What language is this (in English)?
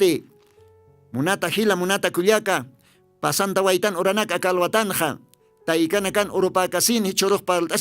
Aymara